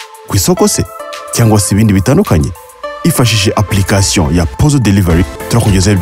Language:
Kinyarwanda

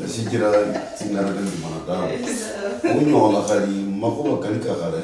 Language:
Luyia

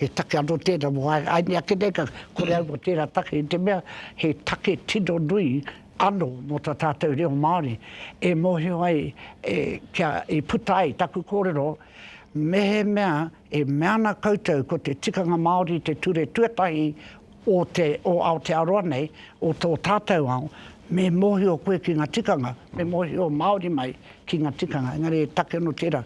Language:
Māori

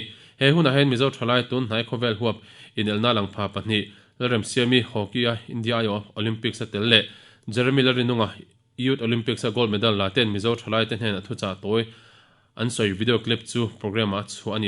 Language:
Mizo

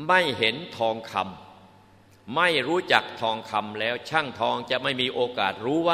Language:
Thai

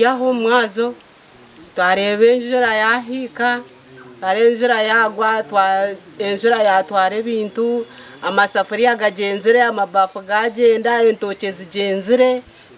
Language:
Nyankole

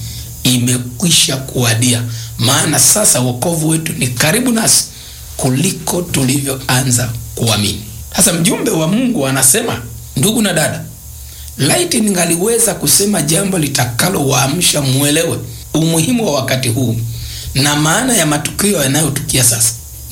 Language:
Swahili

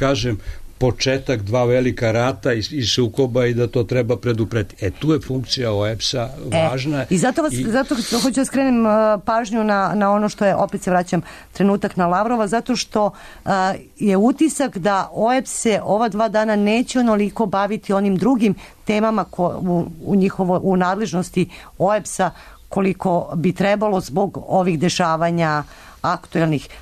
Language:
Serbian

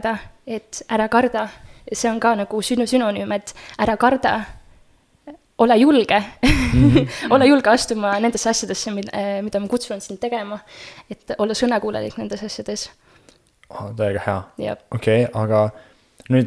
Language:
Estonian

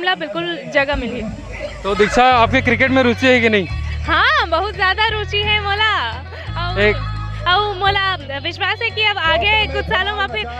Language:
Chhattisgarhi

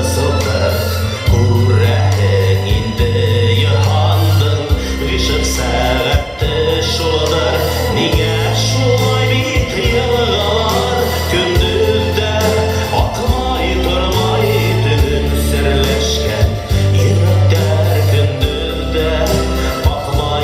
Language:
Bashkir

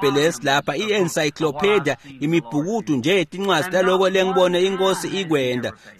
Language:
Swati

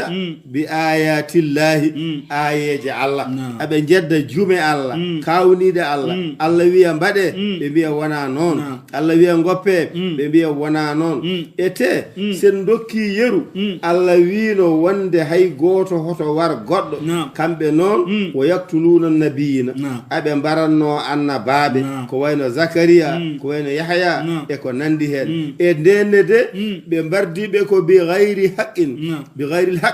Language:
Fula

